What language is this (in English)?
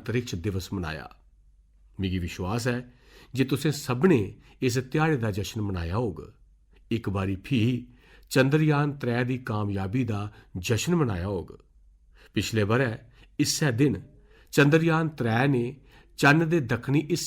Dogri